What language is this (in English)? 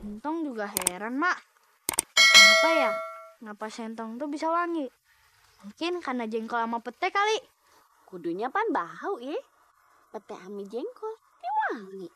Betawi